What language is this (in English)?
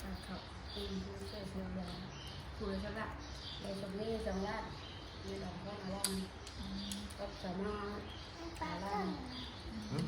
Northeastern Thai